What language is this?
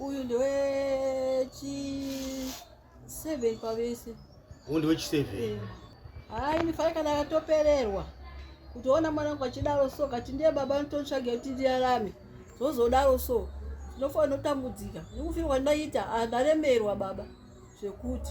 Shona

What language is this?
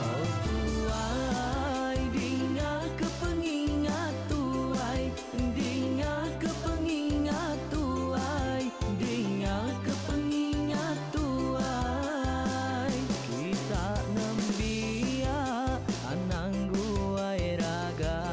Iban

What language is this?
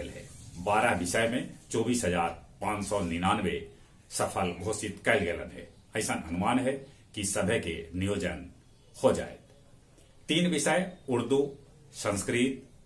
Magahi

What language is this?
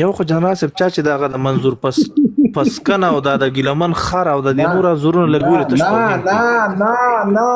Pashto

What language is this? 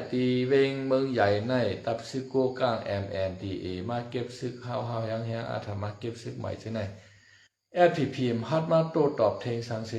Shan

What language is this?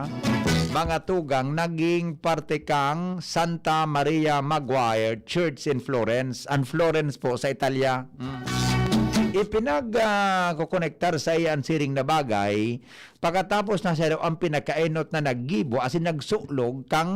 Bikol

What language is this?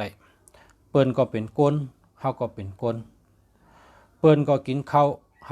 Shan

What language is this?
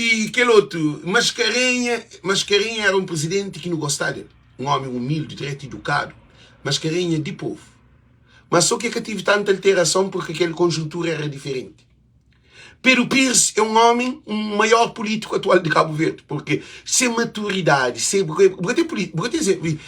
Kabuverdianu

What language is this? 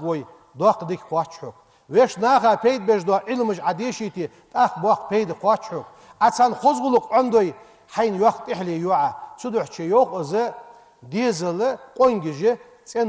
Ingush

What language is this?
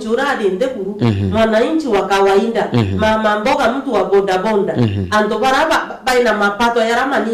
Meru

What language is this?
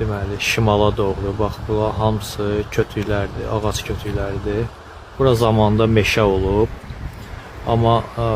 Azerbaijani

